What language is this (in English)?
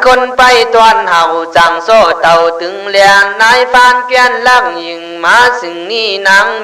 Khün